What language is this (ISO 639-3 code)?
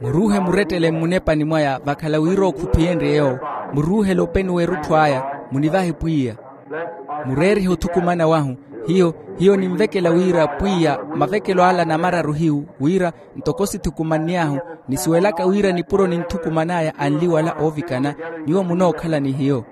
vmw